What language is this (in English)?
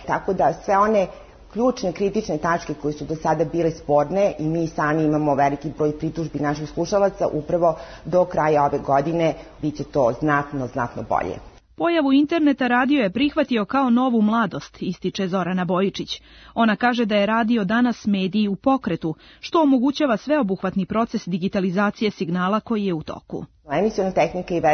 Serbian